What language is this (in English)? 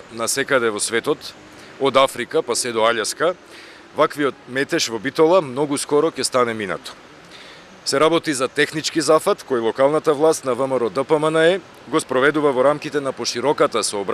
Macedonian